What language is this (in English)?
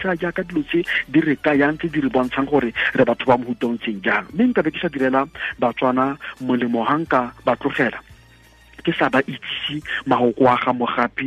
Tswana